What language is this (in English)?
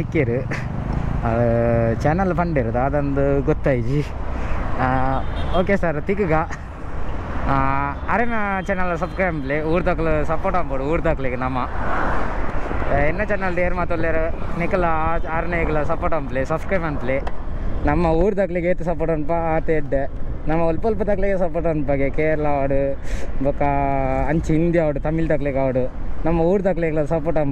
Tulu